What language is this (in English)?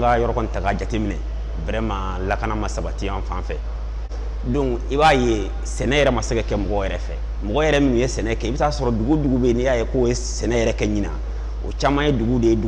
Bambara